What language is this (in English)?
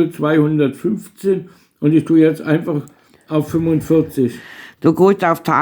Bavarian